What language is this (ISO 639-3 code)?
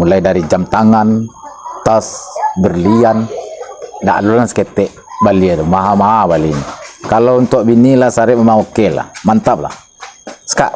min